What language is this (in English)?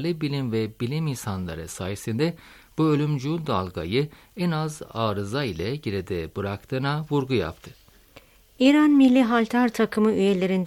Turkish